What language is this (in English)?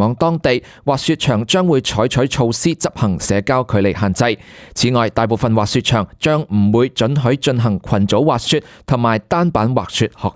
Cantonese